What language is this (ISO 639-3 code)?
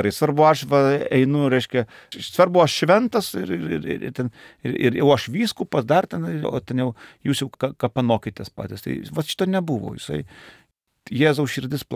lit